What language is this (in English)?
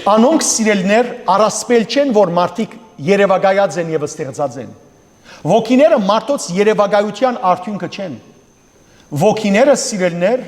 Western Armenian